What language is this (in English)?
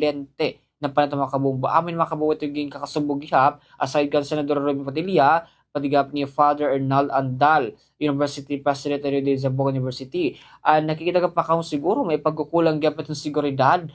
Waray